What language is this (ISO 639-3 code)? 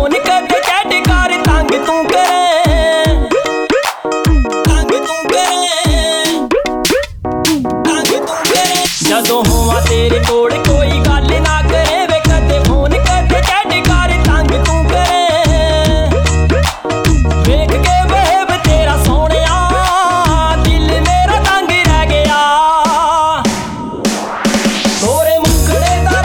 pan